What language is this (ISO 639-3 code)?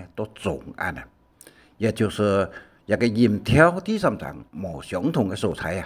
hak